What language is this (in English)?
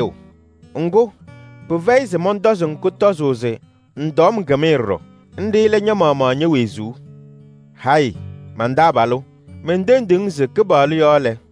Kabiyè